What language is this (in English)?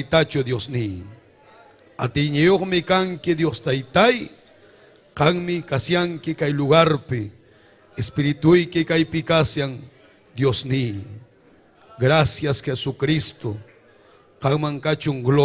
Ayacucho Quechua